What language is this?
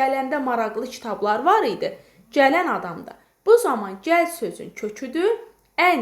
Azerbaijani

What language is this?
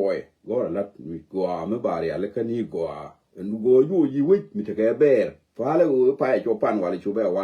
Nuer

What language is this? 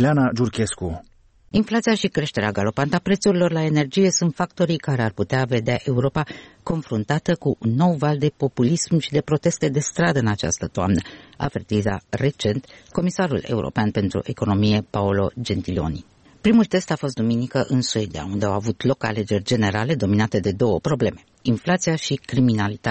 Romanian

